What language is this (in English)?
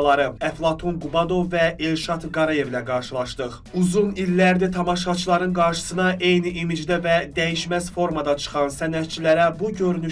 Azerbaijani